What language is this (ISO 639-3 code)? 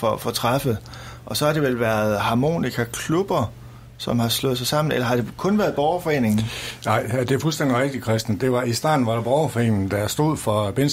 dan